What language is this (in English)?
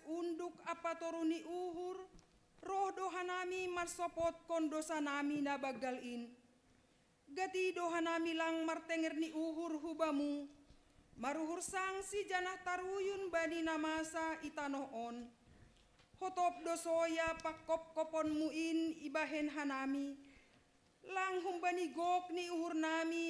Batak Simalungun